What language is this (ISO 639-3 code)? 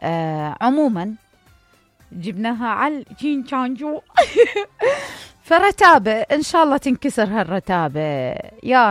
acm